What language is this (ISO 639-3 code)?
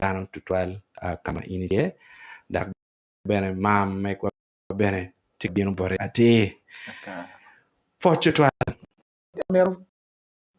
ach